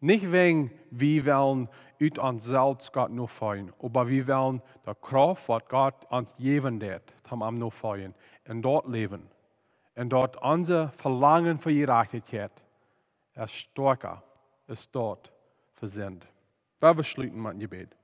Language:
Plautdietsch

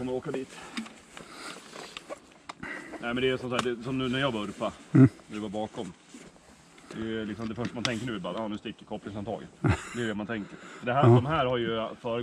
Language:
Swedish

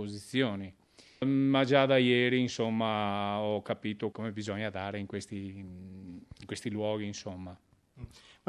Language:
Italian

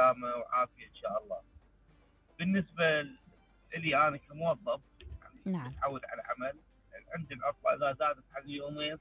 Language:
Mesopotamian Arabic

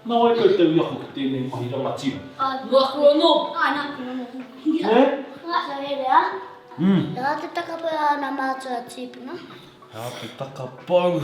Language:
Māori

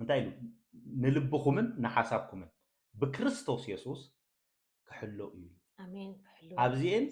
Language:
Tigrinya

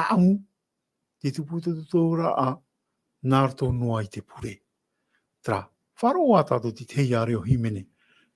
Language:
Tahitian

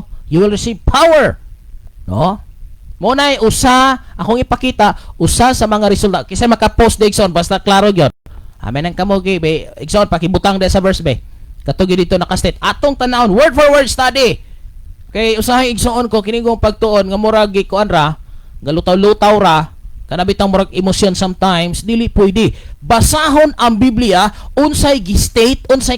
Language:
Cebuano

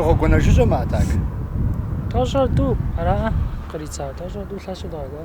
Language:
Kabardian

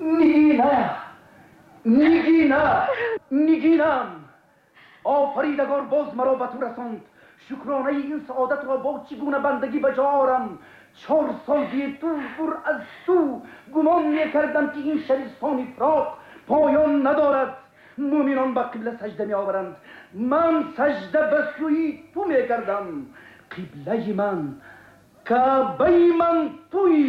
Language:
Tajik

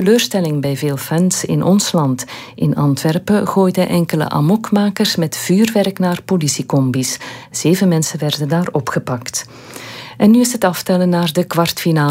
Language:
Dutch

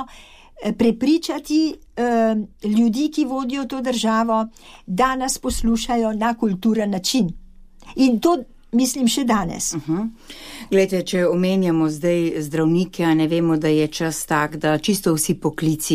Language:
Slovenian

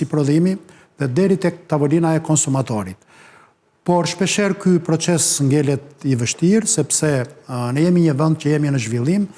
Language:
Albanian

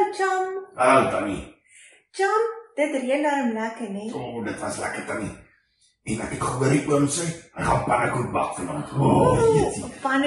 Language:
Afrikaans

